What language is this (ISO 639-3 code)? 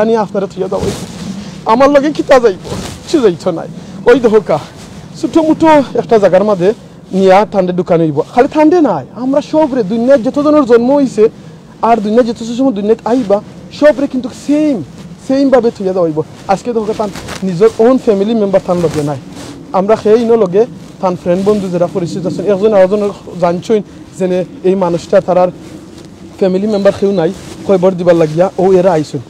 syl